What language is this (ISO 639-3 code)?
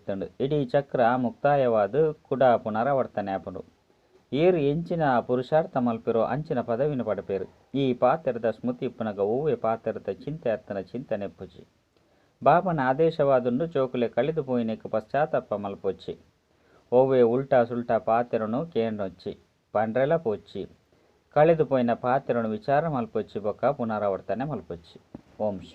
tcy